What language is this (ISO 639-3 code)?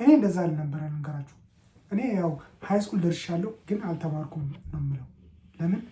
amh